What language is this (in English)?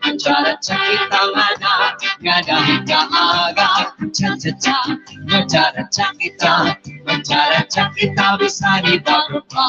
Waray